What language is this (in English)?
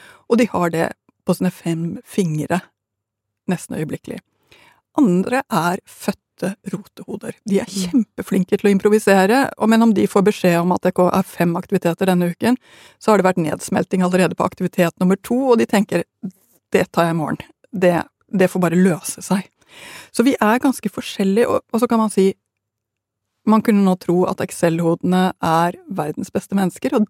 Norwegian